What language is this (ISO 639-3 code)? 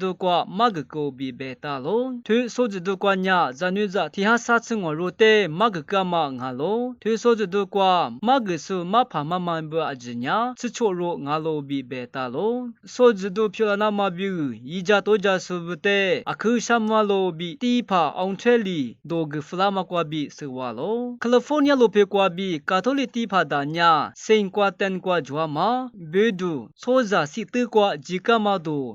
lis